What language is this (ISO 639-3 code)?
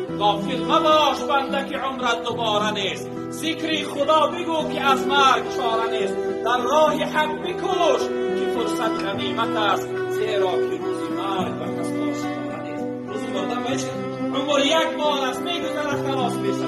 tgk